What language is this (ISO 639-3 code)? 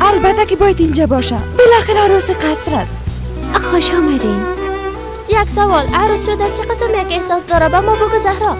fas